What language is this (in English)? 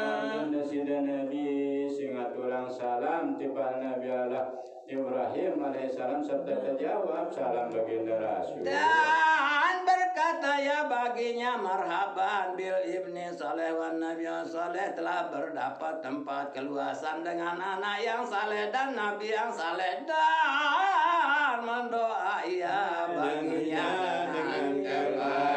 Sasak